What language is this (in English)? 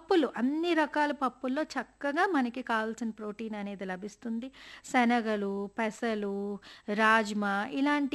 Telugu